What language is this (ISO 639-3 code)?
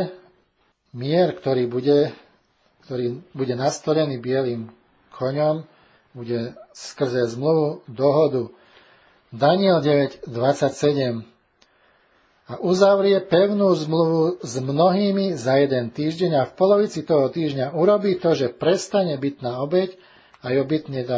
slk